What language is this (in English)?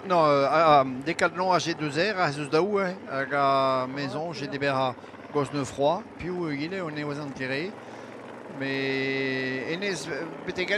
Breton